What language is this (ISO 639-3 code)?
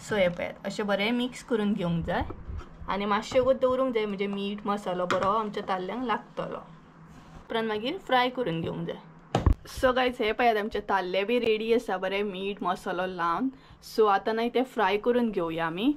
kok